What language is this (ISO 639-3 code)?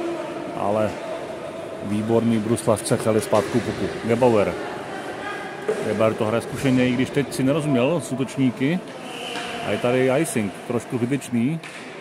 ces